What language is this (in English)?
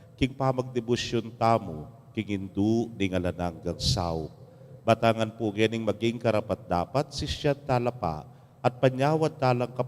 Pampanga